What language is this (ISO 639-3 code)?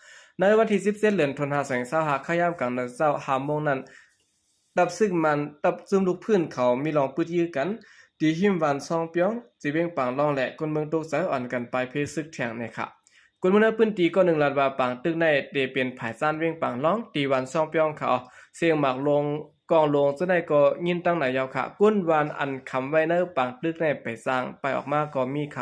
shn